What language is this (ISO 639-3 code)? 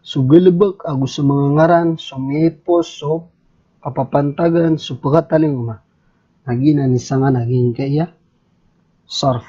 mrw